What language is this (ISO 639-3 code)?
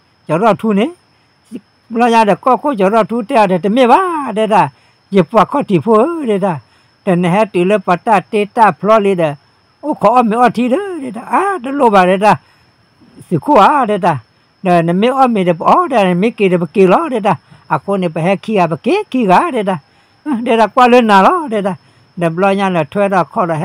ksw